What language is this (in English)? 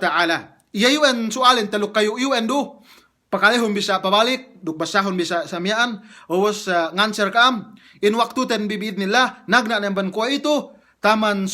Yakan